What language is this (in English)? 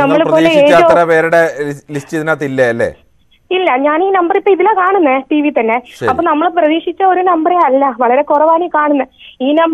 Malayalam